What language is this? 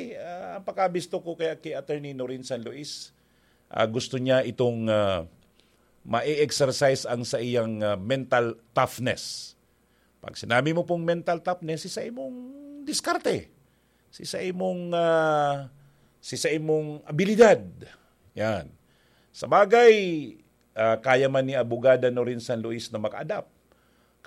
Bikol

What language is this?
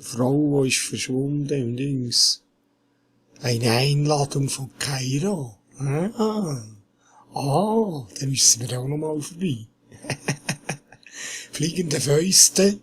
Swiss German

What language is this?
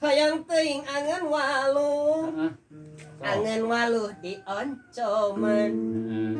Sundanese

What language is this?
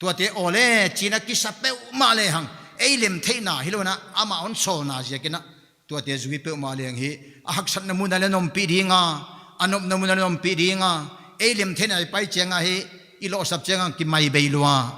Paite Chin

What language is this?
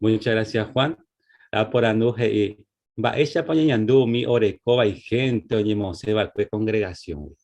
Guarani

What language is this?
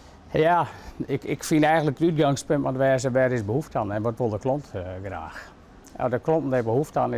Western Frisian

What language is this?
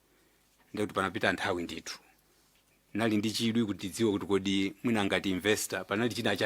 Nyanja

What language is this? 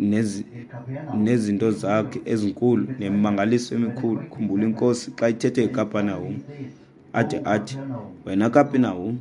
Xhosa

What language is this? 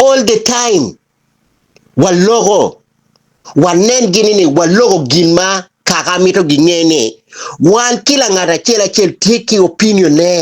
Acoli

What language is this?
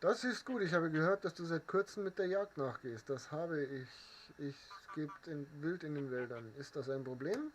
Bavarian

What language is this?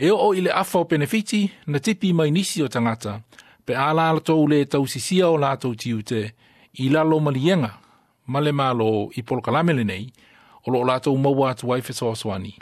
Samoan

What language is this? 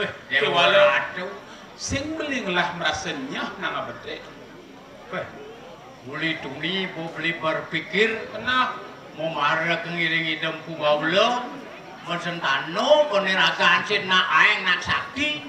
Balinese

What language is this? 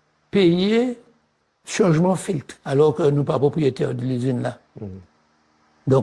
Guadeloupean Creole French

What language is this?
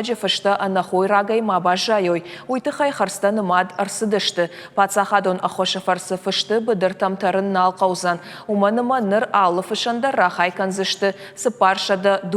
Ossetic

